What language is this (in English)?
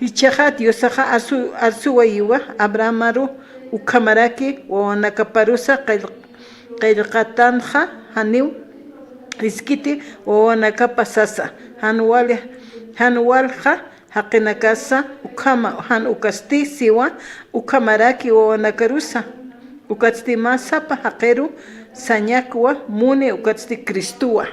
Aymara